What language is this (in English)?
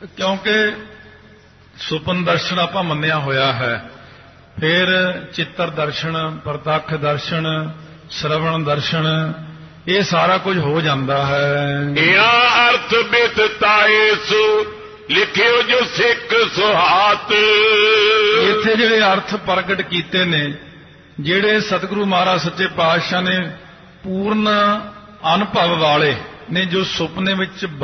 Punjabi